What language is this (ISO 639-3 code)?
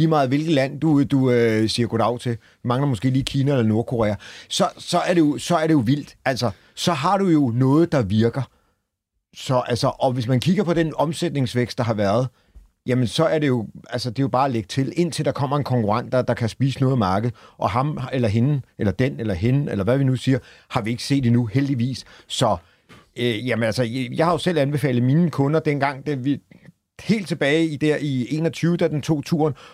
dan